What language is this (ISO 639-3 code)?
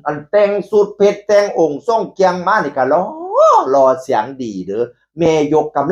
tts